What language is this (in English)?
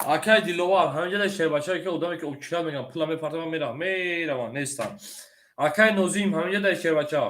Tajik